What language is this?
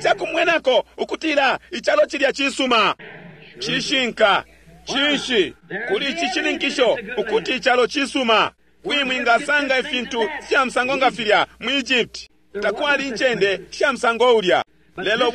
Bemba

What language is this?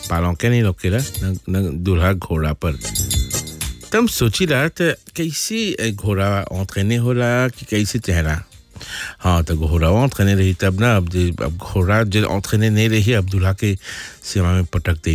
Bhojpuri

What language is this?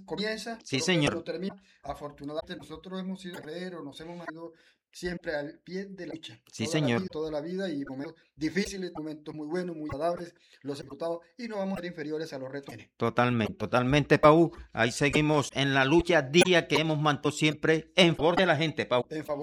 Spanish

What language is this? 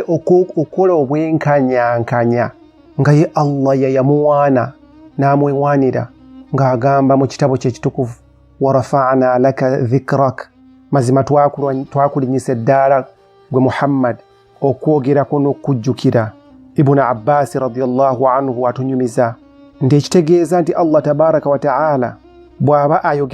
Ganda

